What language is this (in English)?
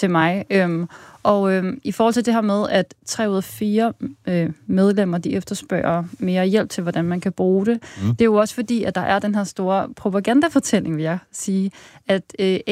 Danish